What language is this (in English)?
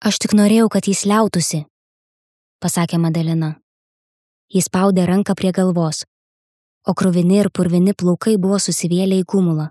Lithuanian